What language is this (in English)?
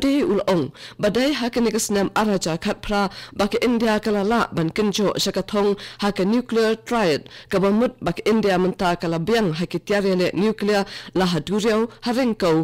Khasi